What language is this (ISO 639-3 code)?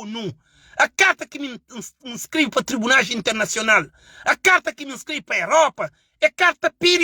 kea